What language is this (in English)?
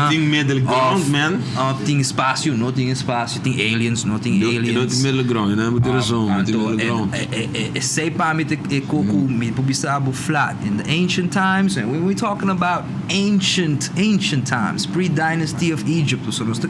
Papiamento